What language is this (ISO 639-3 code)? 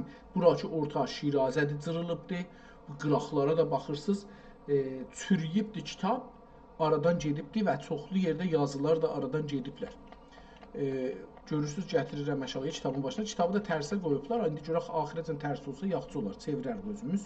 azb